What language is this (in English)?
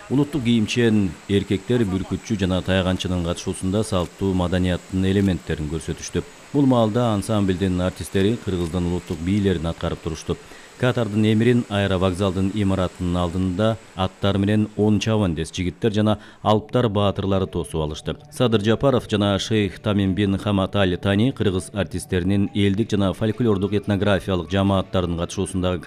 Kyrgyz